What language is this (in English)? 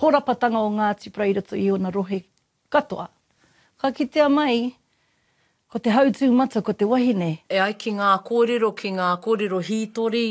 Māori